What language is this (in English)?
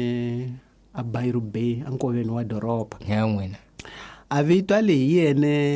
Tsonga